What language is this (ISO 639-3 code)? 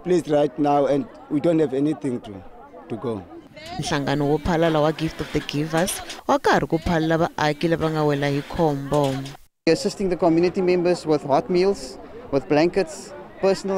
tso